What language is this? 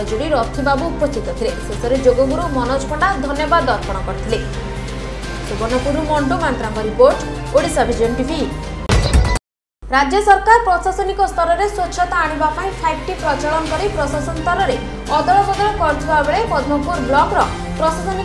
Odia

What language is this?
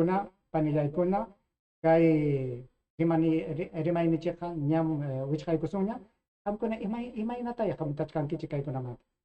Ayacucho Quechua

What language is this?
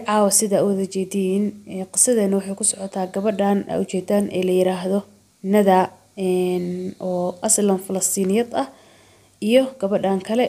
Somali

